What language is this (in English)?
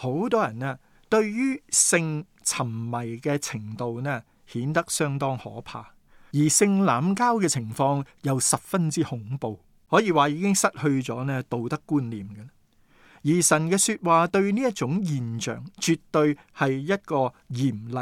Cantonese